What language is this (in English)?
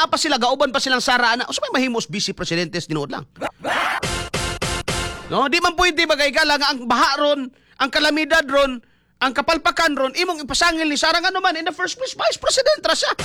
Cebuano